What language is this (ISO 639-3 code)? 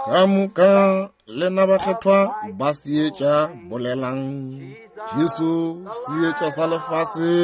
nso